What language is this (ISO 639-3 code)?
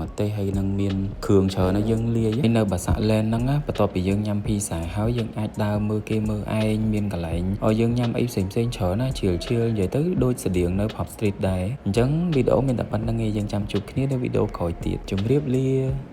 khm